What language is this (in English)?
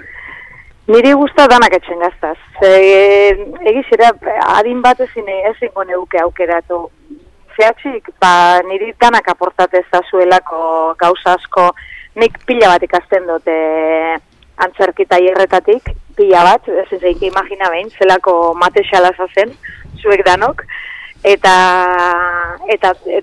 Basque